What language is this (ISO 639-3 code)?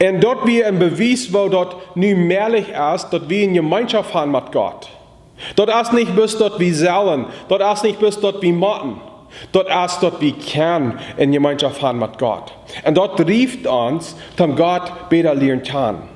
pdt